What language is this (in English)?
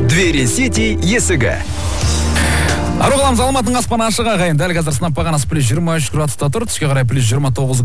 Kazakh